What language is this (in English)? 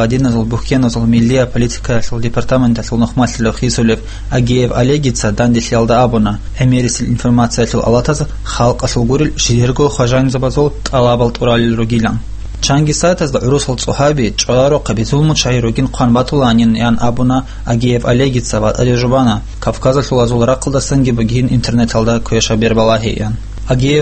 Avaric